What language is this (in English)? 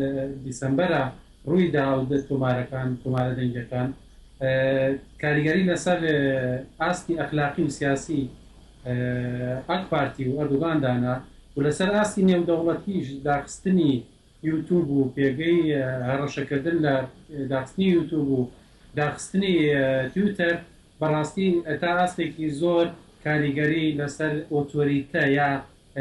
Central Kurdish